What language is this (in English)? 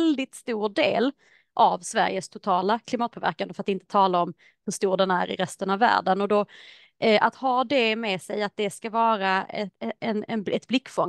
Swedish